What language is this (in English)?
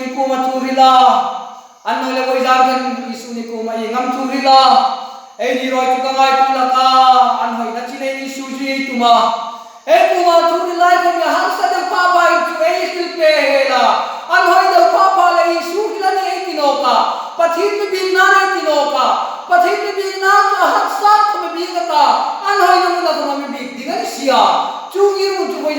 Hmar